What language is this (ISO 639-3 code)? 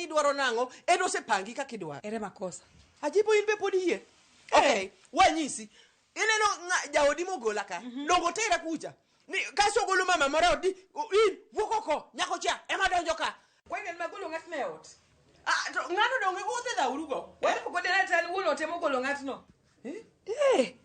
luo